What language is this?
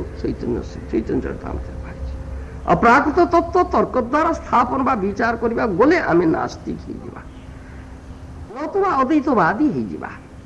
Odia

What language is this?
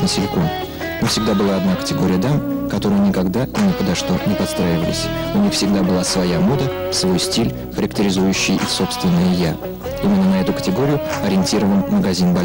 Russian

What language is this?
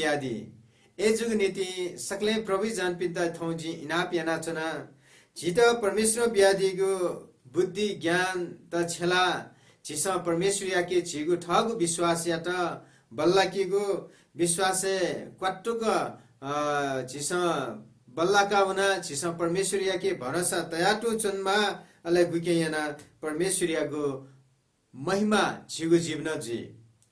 Newari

